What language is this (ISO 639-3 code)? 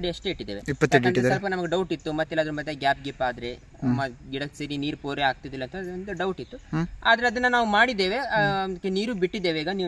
kan